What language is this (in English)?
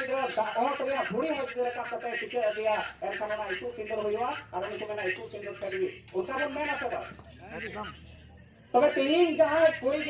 Santali